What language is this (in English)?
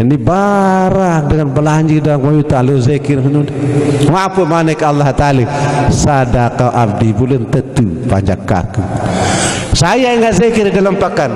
Sasak